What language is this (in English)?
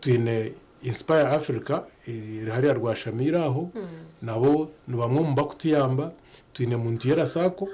Nyankole